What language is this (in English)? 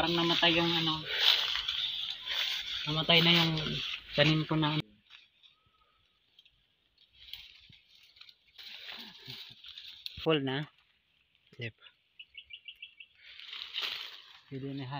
Filipino